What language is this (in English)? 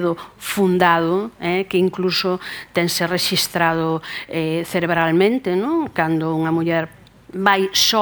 Galician